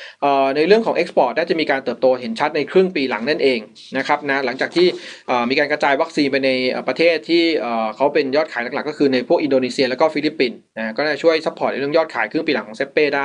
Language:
Thai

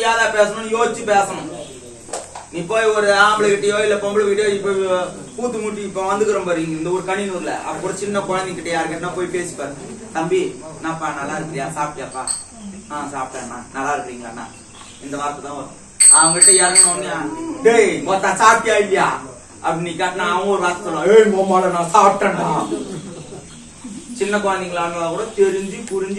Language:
Tamil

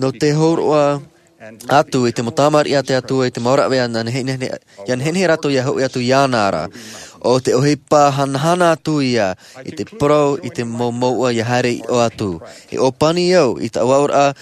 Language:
Tahitian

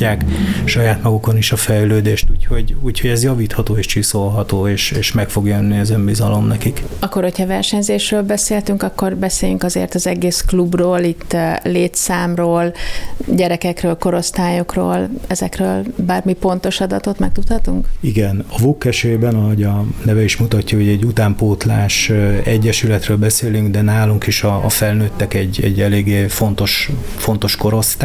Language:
Hungarian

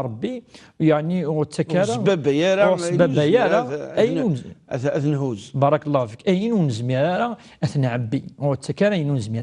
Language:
Kabyle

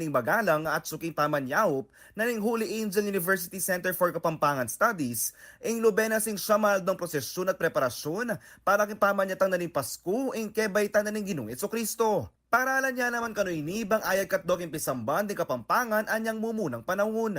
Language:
Pampanga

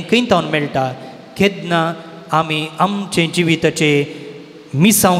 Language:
Konkani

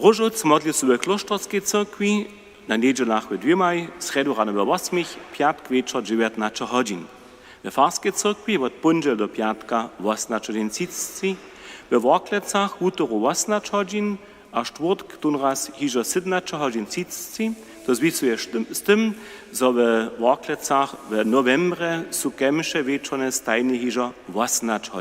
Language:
Upper Sorbian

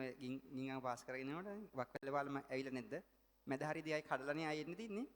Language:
Sinhala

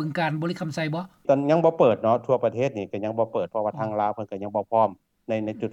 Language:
Lao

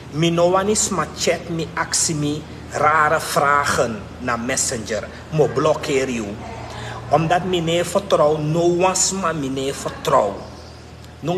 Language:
Sranan Tongo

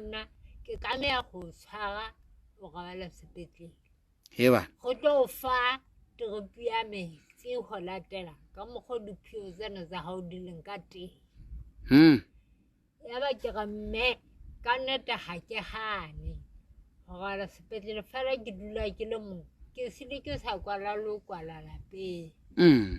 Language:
Southern Sotho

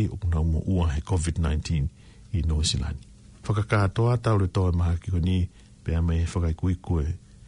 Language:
Tongan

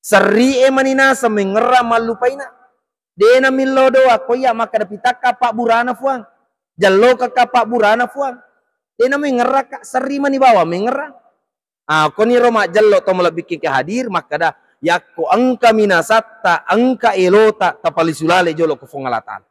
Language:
Buginese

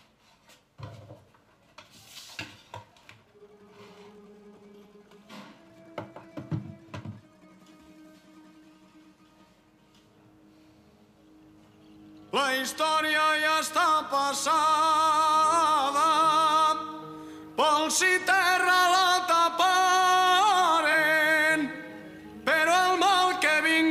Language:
Catalan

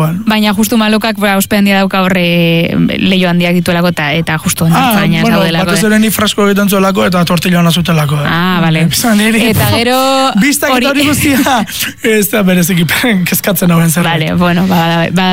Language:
Basque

